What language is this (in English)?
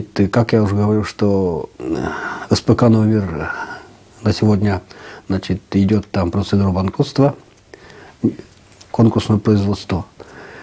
Russian